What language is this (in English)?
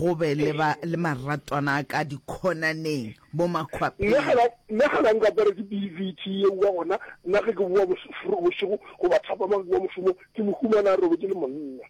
Northern Sotho